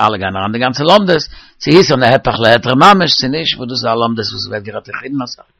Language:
Yiddish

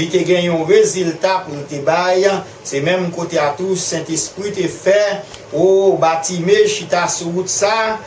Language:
Haitian Creole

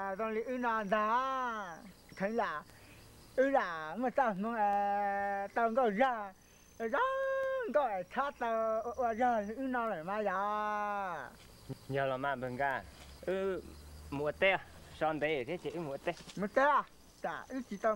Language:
Hmong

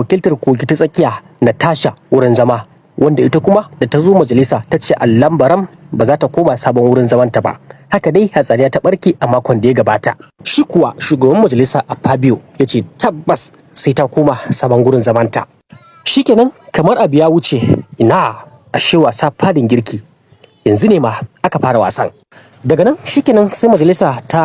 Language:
Hausa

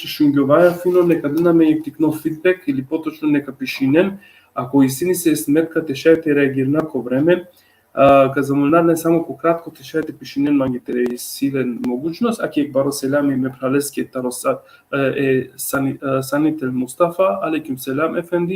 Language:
Balkan Romani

